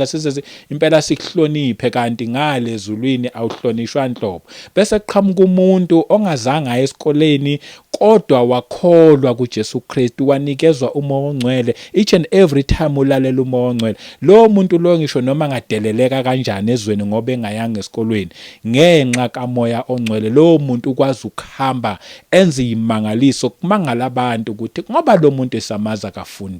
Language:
Zulu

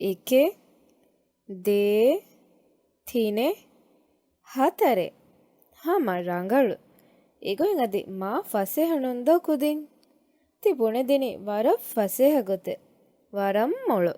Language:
Divehi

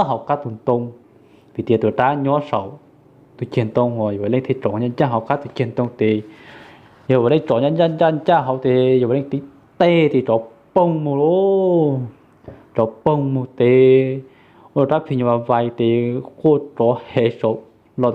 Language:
Hmong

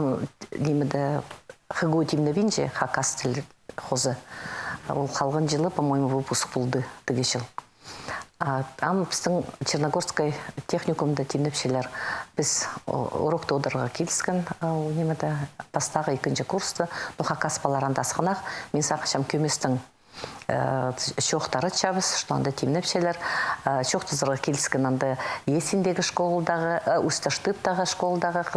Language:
Khakas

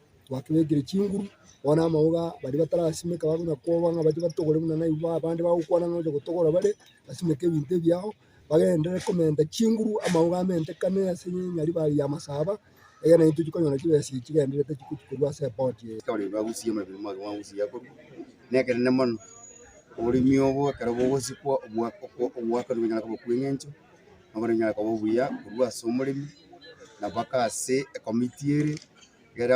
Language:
Gusii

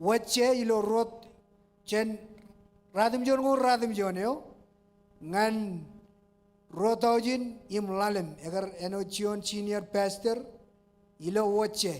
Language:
Marshallese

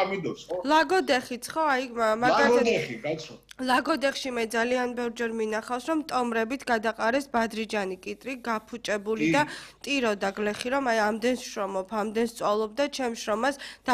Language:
Georgian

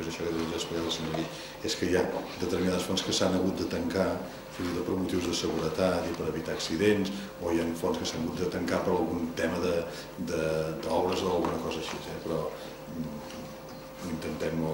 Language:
Catalan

